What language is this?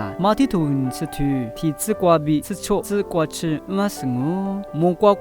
Lisu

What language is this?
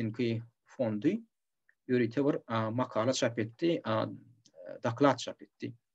Turkmen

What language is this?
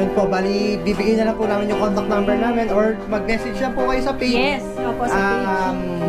Filipino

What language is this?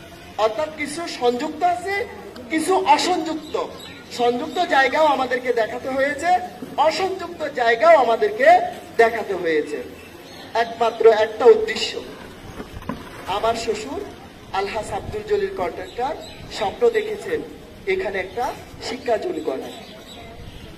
Bangla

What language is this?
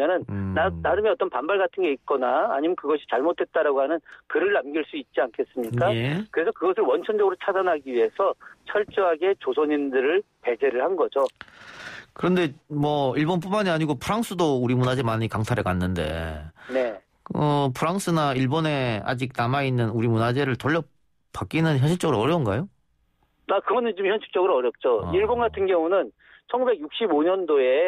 Korean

